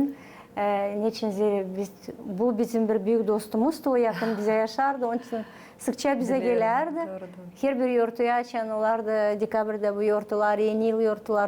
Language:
Gagauz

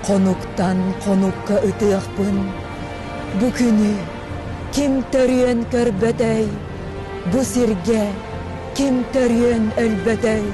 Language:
Yakut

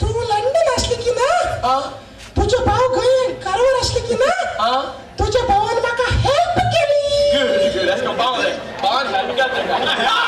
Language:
Konkani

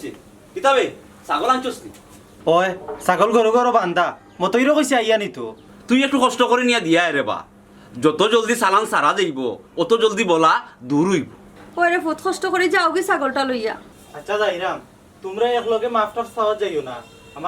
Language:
Sylheti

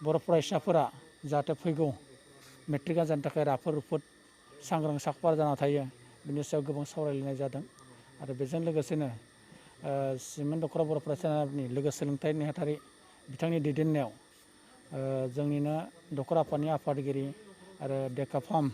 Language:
Bodo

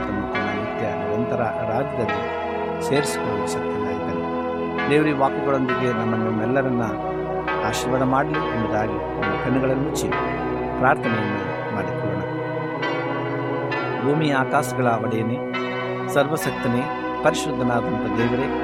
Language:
Kannada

